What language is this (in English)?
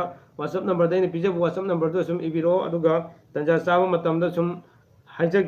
Manipuri